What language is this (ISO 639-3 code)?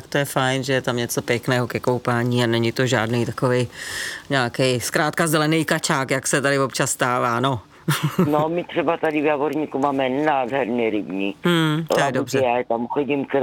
ces